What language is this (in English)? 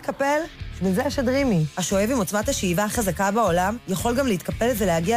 Hebrew